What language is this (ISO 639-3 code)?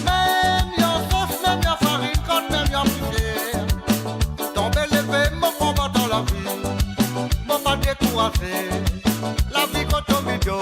mfe